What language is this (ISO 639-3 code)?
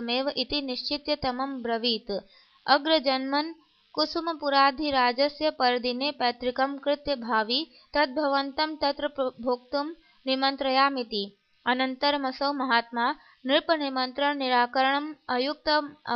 san